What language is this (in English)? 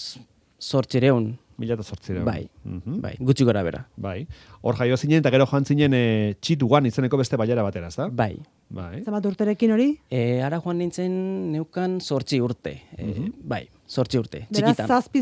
Basque